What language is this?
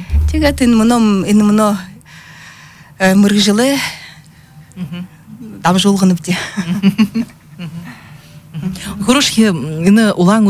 Buriat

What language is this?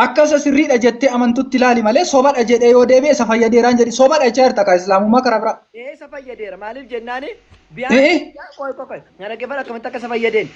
Oromo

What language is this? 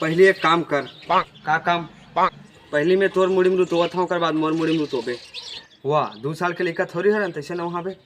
Chhattisgarhi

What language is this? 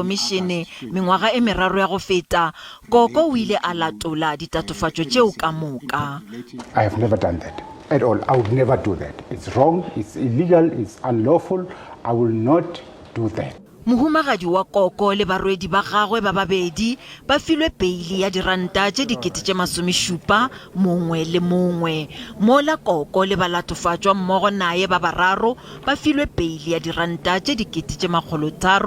Northern Sotho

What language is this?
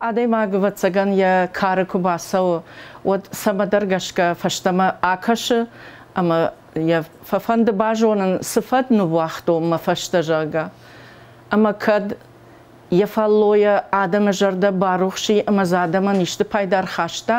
Ossetic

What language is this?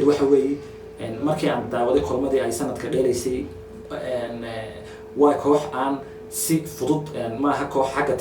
Somali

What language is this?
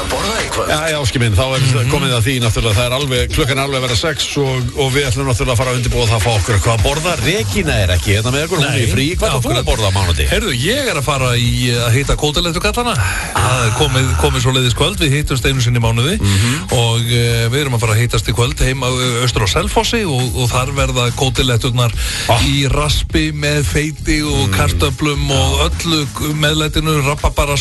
Icelandic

